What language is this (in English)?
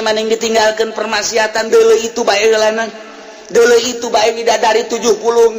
Sundanese